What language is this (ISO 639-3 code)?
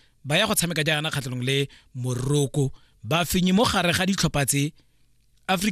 tsn